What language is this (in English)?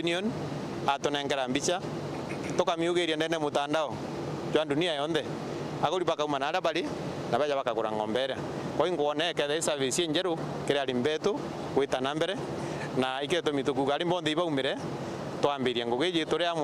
Meru